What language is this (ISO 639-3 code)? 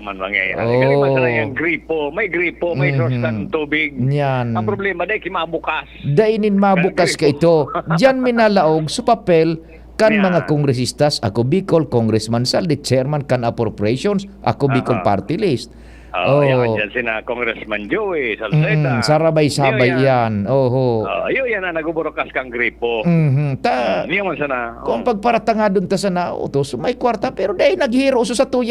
bik